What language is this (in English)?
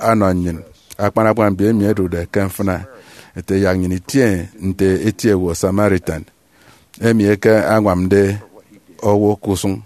Efik